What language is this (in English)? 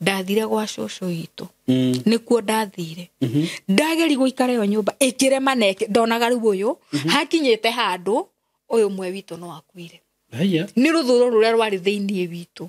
Kikuyu